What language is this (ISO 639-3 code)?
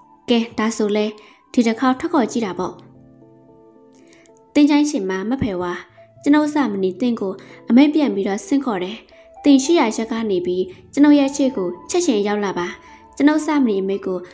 mya